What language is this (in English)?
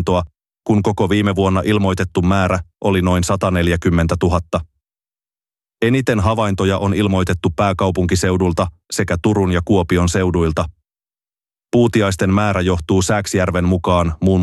Finnish